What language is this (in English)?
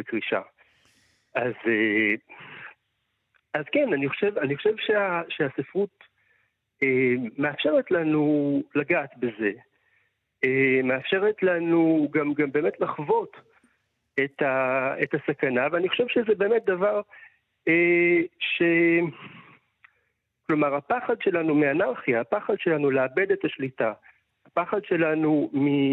Hebrew